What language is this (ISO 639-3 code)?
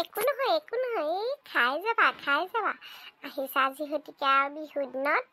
asm